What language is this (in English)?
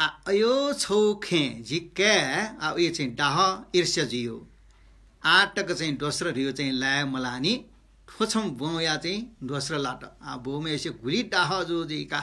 Newari